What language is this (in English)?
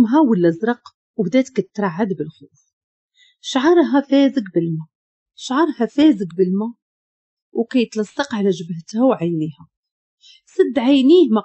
Moroccan Arabic